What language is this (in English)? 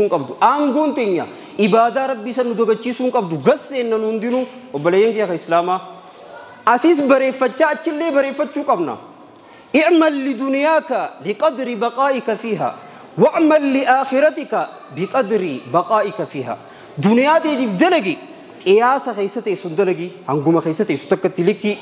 Oromo